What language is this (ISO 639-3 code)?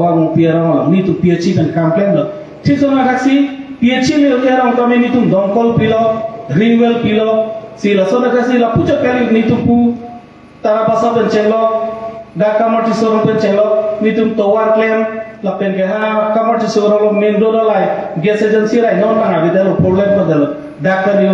mjw